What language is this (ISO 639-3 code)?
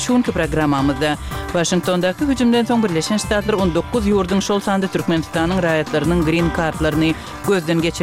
tuk